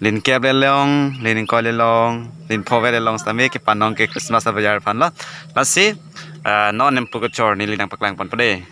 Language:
Karbi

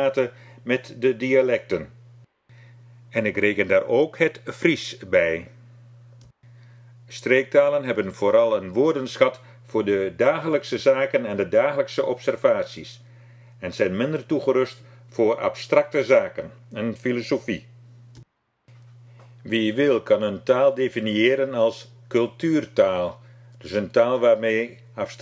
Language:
Dutch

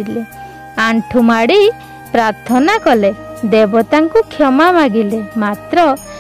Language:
Odia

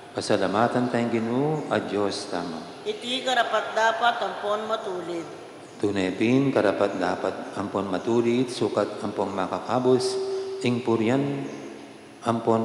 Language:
Pampanga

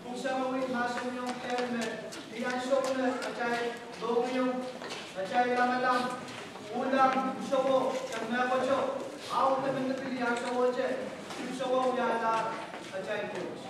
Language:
Pohnpeian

